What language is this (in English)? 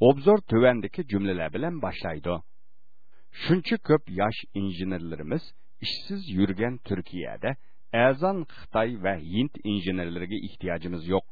Uyghur